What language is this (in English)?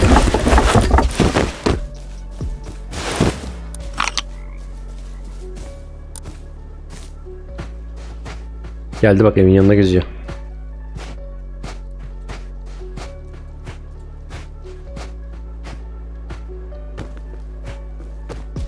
Turkish